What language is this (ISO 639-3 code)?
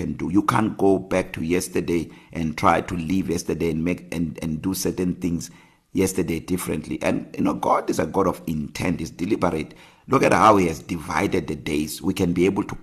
eng